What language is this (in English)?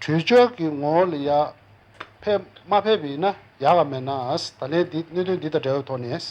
Tibetan